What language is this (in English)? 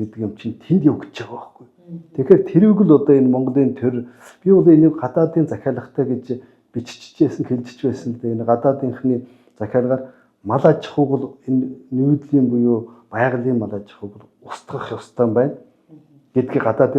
Mongolian